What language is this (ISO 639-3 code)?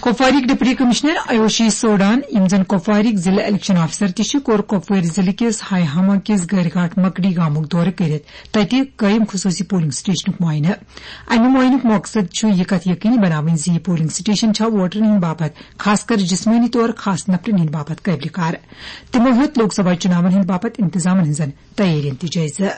kas